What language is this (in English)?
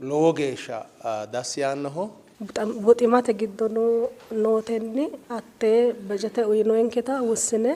Sidamo